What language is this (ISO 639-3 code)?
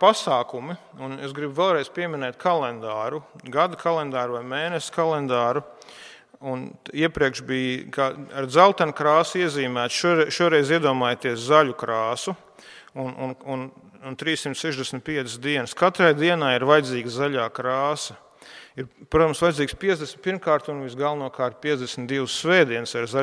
lav